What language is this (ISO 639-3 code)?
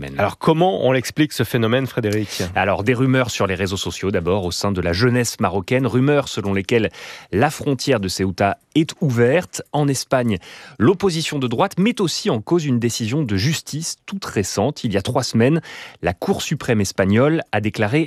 fra